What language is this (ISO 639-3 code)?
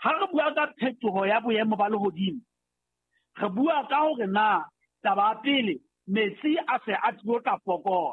sot